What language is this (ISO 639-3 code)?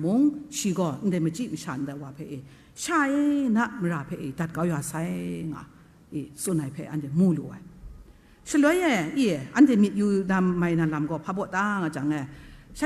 kac